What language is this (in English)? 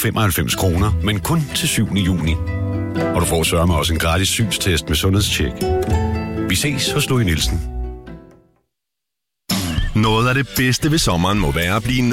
Danish